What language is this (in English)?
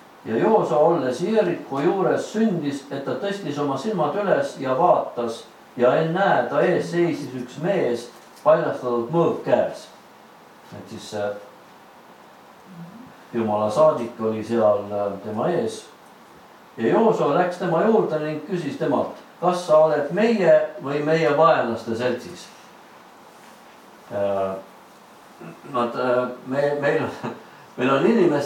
Estonian